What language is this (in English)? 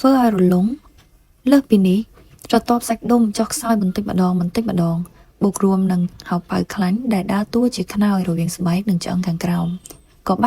Khmer